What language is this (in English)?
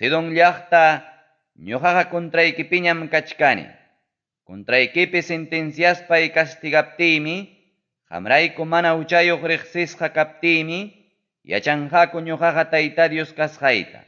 Ayacucho Quechua